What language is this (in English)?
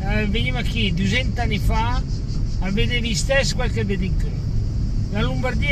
Lombard